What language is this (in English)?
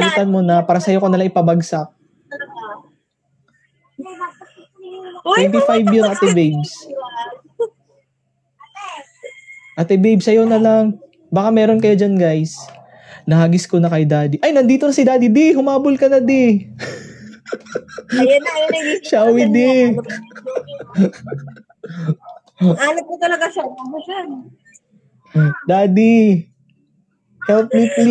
Filipino